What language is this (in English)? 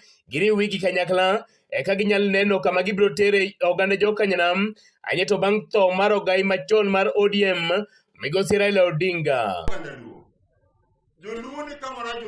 Luo (Kenya and Tanzania)